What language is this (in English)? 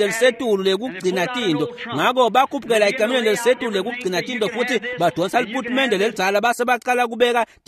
Swati